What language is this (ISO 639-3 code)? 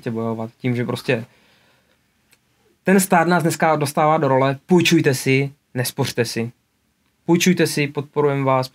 ces